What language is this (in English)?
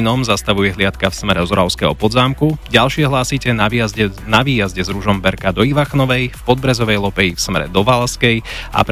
Slovak